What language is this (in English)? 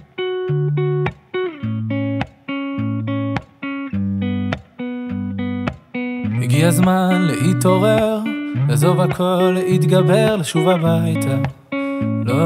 Hebrew